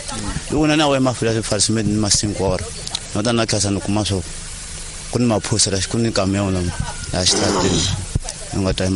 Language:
Tsonga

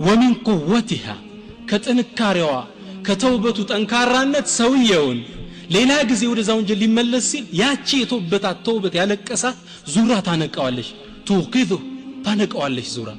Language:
Amharic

